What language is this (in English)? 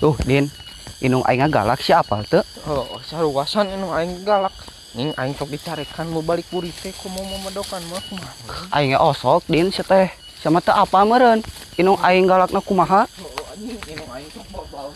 Sundanese